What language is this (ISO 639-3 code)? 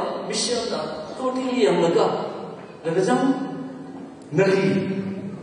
nmf